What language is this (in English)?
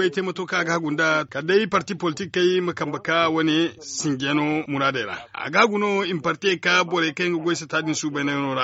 Zarma